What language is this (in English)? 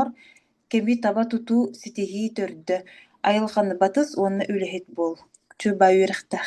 Yakut